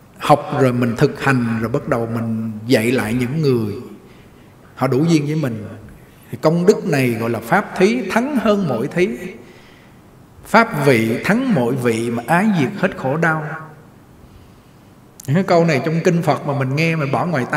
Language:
Vietnamese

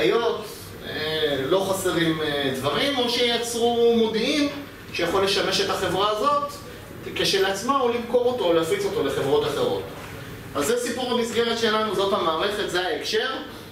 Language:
Hebrew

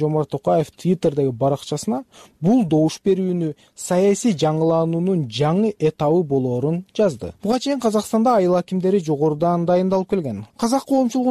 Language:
Kyrgyz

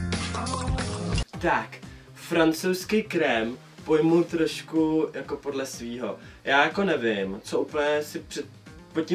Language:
Czech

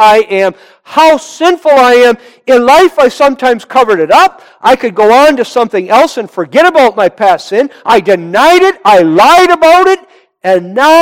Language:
English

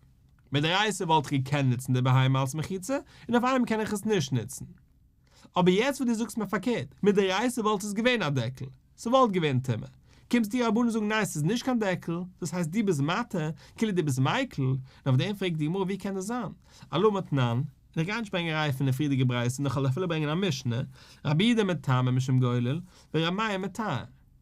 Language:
Yiddish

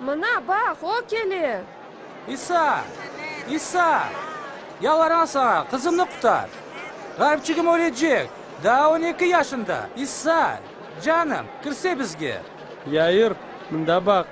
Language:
Crimean Tatar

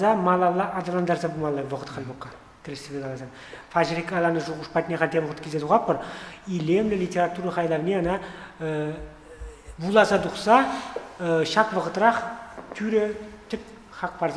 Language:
Chuvash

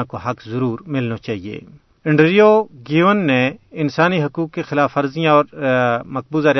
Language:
Gujari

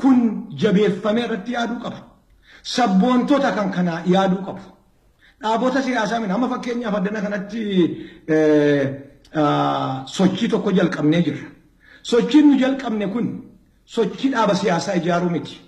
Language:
Oromo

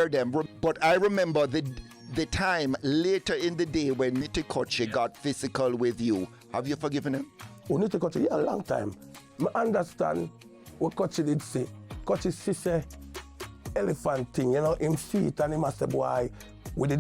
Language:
Jamaican Creole English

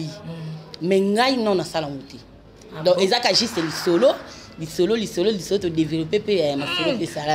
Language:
Lingala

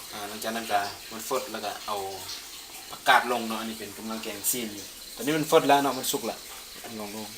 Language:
Lao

